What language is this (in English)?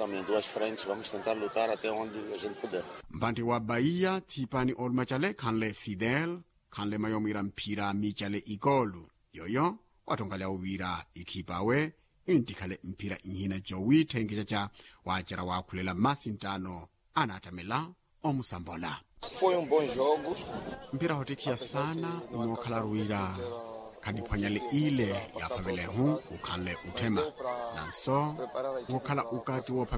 Makhuwa